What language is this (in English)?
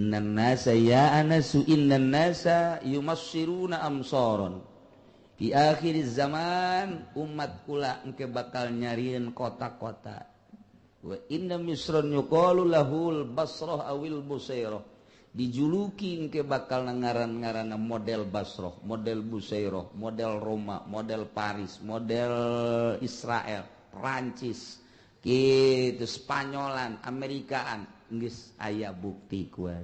Sundanese